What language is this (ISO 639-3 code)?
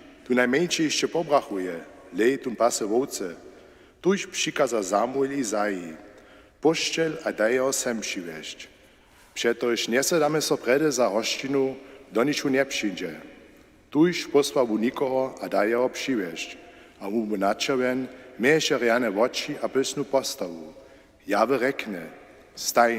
hsb